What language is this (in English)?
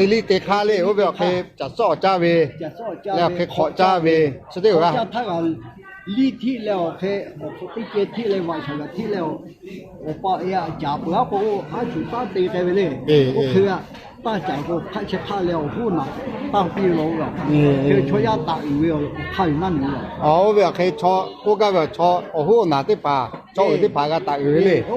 Lahu